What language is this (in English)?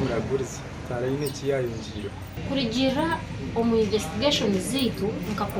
Nyankole